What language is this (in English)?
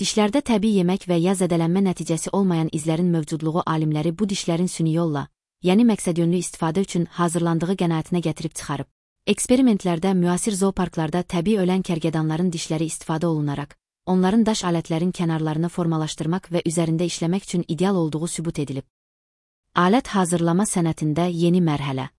Azerbaijani